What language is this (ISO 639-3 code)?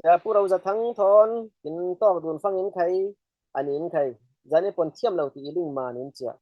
cfm